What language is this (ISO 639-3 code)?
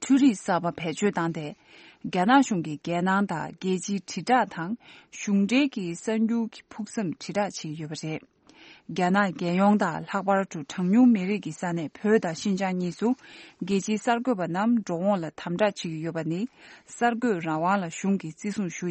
bod